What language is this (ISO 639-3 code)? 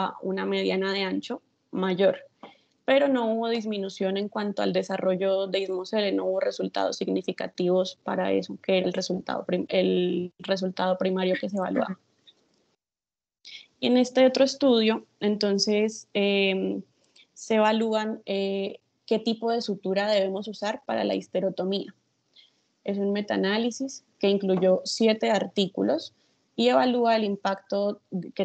spa